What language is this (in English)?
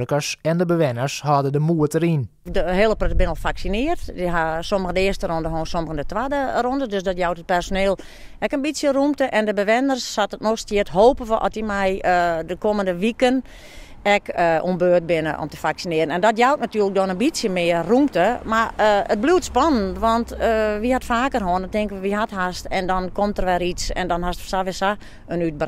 Western Frisian